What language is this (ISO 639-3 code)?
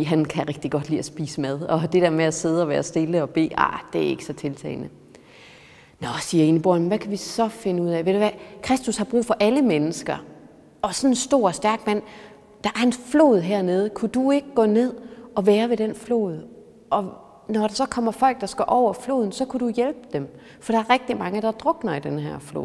dan